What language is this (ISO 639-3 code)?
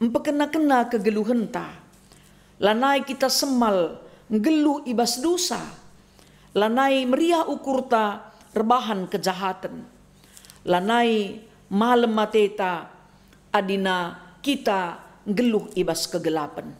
btx